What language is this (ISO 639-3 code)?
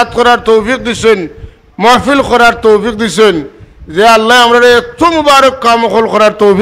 syl